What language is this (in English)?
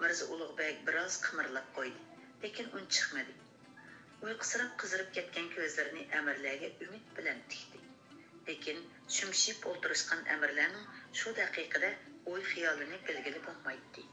Uyghur